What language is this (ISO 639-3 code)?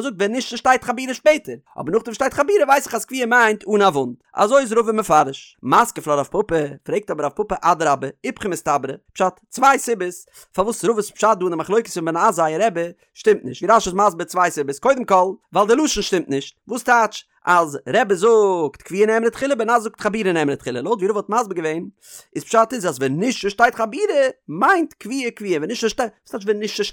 yid